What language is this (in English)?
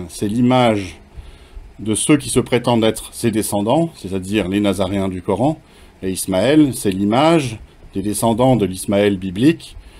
French